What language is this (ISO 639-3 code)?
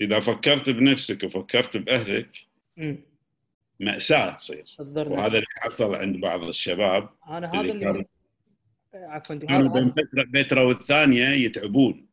afb